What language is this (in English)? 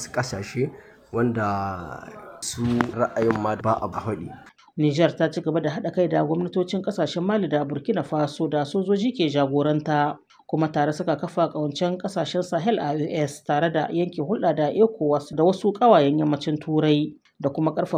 Hausa